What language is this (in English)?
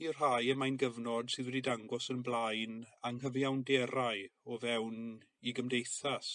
Welsh